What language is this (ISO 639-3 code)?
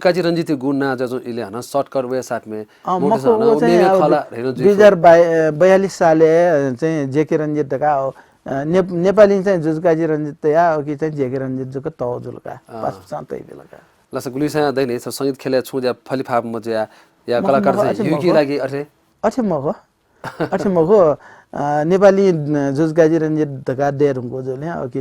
new